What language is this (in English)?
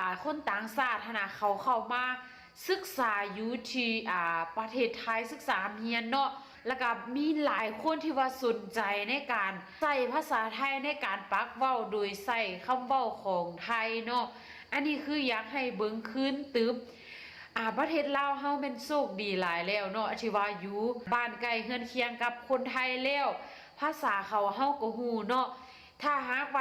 Northeastern Thai